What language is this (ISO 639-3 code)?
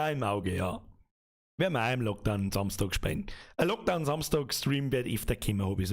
bar